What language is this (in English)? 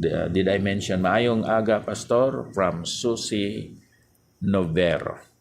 Hiligaynon